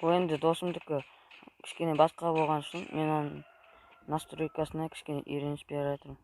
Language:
Kazakh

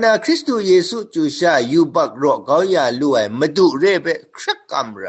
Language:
Kachin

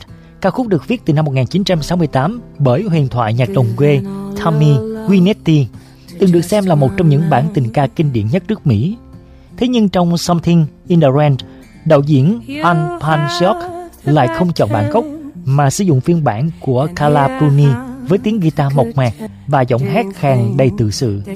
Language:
Vietnamese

